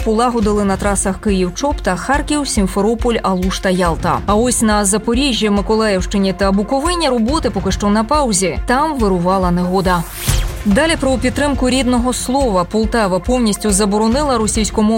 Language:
Ukrainian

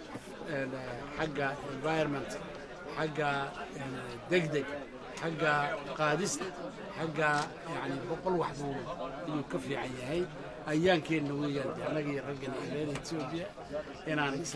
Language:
Somali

